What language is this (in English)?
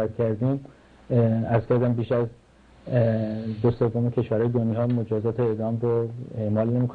Persian